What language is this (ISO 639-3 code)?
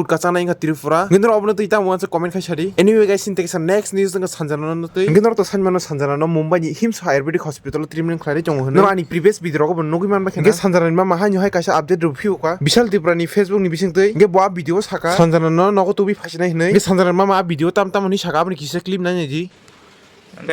trp